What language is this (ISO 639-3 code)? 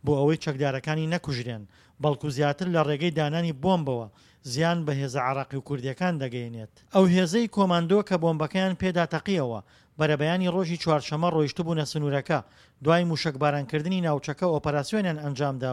ckb